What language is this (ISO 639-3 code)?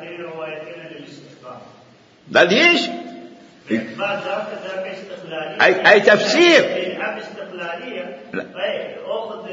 acm